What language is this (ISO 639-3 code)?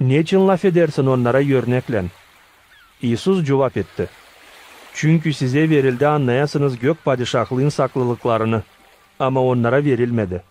gag